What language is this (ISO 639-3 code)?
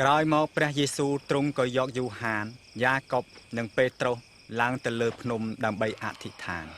khm